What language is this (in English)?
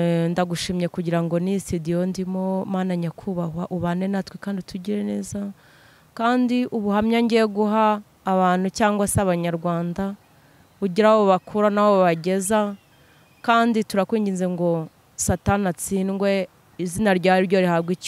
Kinyarwanda